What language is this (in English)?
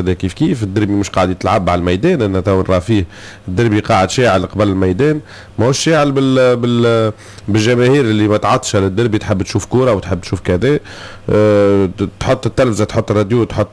Tunisian Arabic